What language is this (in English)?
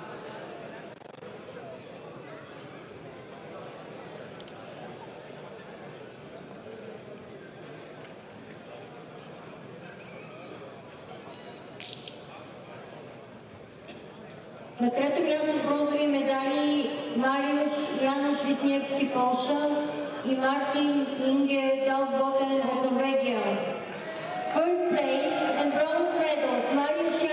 Bulgarian